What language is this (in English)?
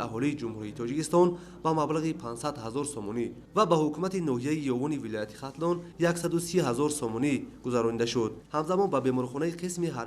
Tajik